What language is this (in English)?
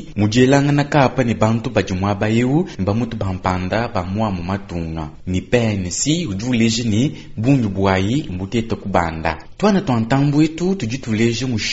Luba-Lulua